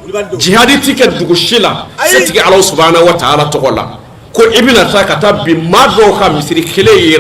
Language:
Bambara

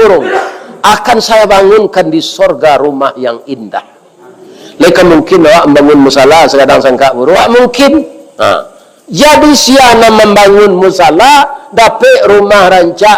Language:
Minangkabau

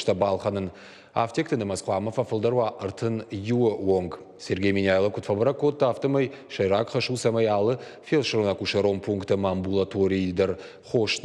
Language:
Ossetic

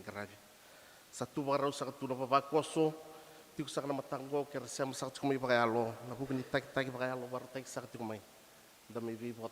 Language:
Fijian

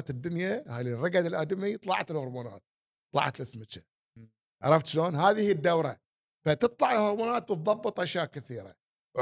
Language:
Gulf Arabic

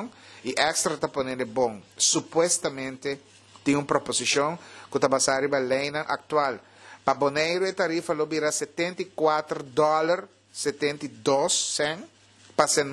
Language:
Papiamento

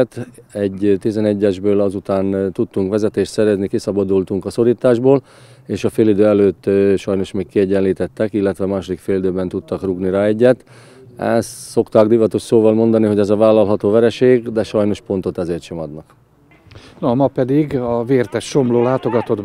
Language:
Hungarian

